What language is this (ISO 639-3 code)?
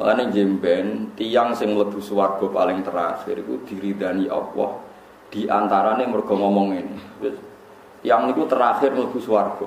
jav